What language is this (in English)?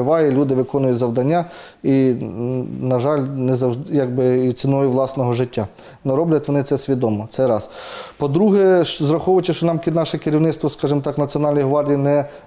Ukrainian